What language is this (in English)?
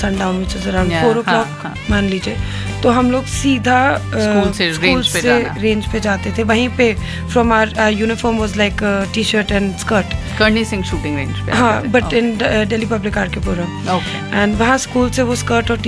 Hindi